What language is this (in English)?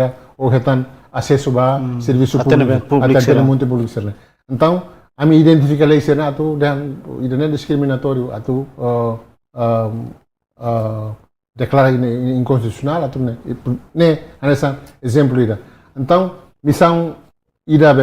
Tetum